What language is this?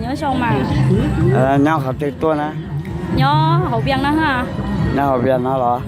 Hmong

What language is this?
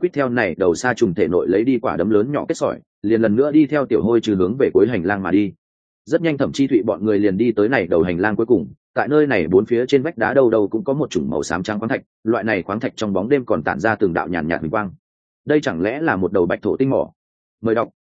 Vietnamese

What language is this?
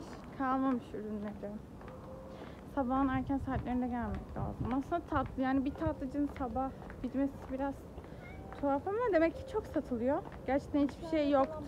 Turkish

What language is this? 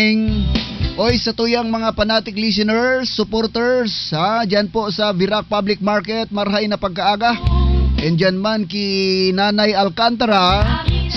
Bikol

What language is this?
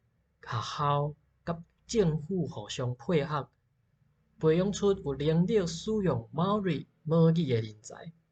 Min Nan Chinese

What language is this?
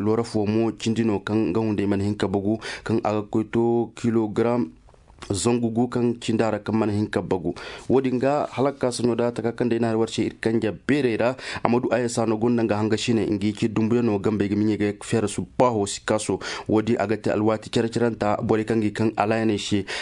Zarma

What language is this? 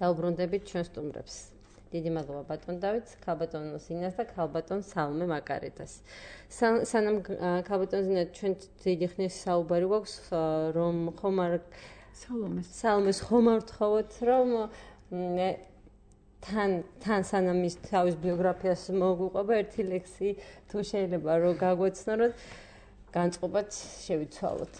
Georgian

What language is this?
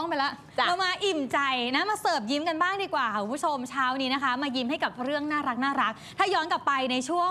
Thai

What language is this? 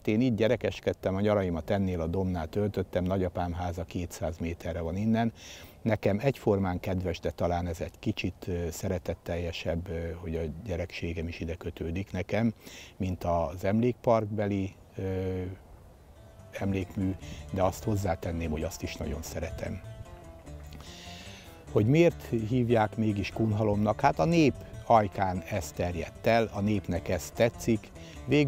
Hungarian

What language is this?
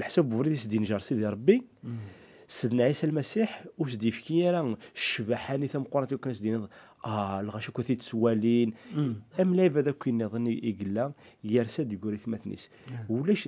Kabyle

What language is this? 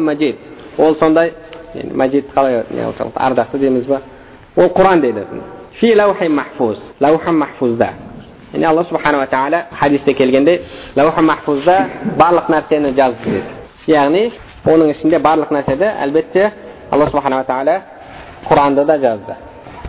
Kazakh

